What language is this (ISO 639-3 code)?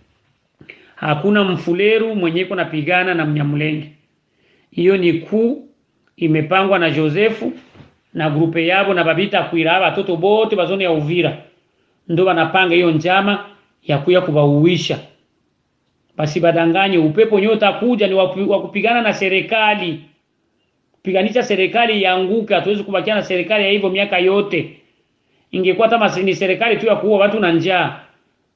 swa